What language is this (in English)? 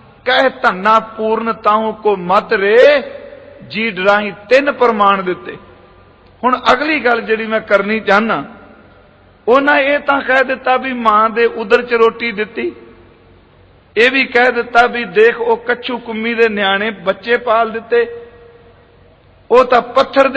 Punjabi